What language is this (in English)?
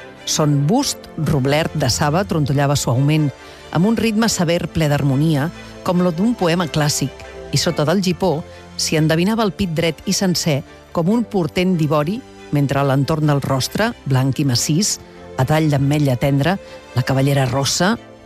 Catalan